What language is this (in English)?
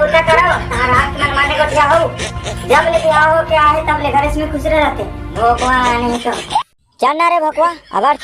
Chhattisgarhi